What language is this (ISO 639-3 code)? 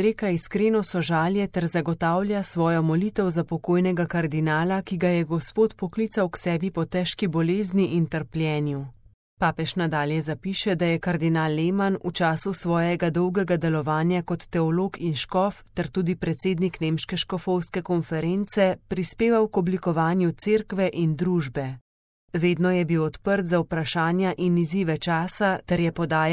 slv